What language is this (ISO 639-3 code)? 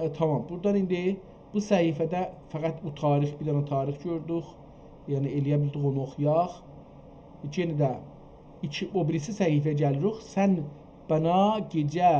azb